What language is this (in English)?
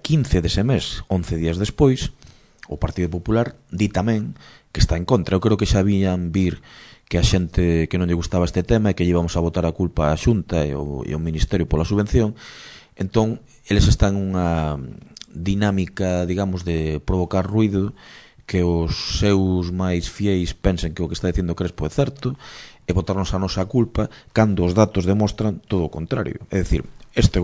Galician